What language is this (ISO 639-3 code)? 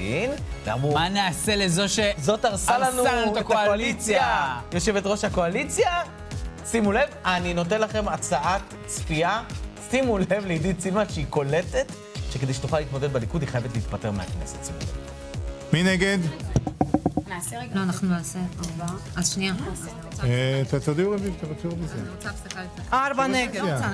heb